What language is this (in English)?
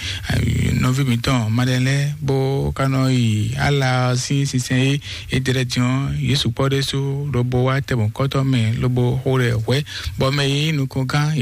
Fon